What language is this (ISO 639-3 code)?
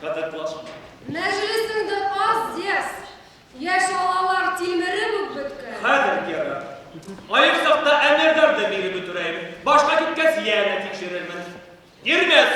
bak